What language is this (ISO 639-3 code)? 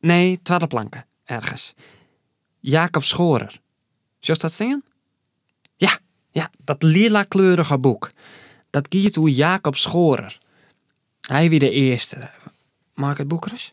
fry